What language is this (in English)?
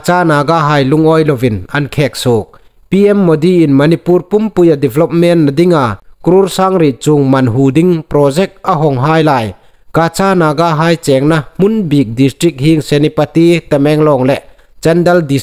Hmar